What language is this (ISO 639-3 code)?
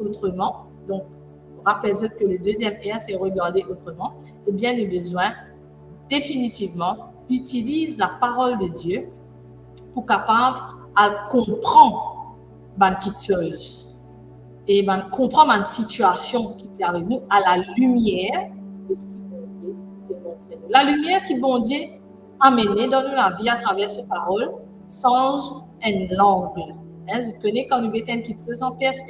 mfe